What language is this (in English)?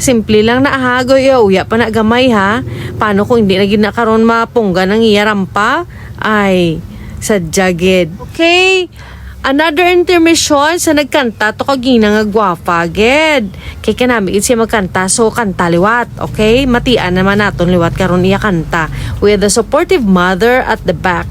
Hiligaynon